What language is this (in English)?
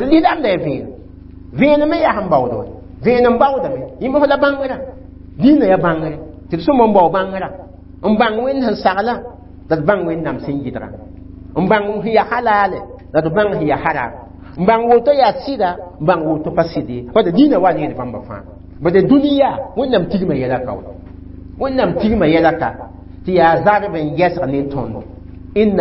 Mossi